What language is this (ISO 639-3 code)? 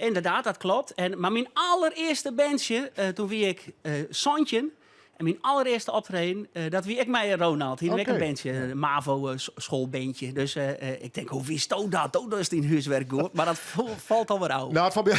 fry